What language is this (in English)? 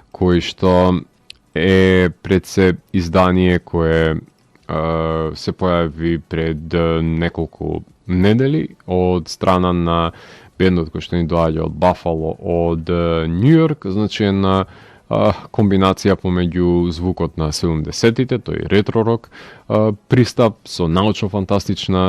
Macedonian